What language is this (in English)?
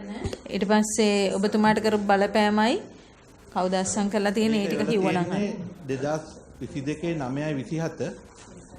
Sinhala